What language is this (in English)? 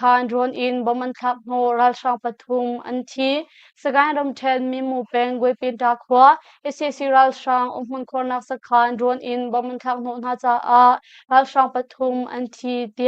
Hakha Chin